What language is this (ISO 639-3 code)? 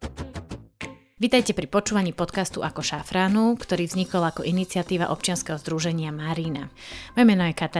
slk